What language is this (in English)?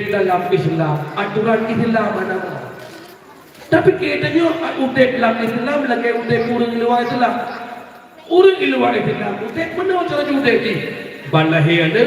Achinese